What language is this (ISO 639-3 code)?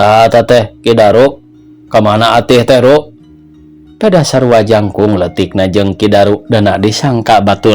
sun